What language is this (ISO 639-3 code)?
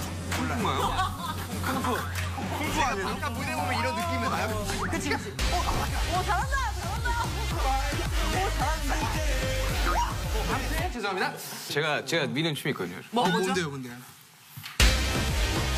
kor